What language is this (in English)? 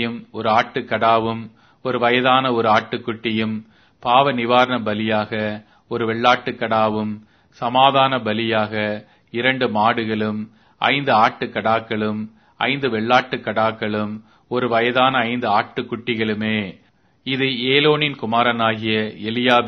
Tamil